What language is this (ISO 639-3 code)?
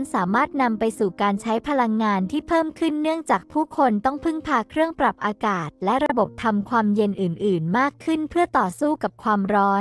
tha